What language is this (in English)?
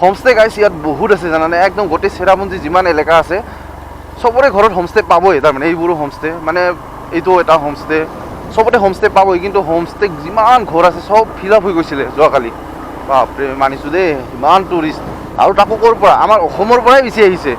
Assamese